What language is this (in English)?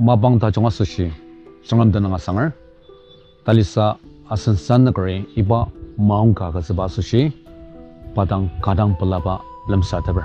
Ao Naga